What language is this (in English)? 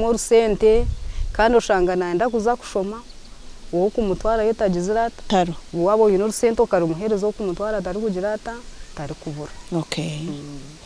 Nyankole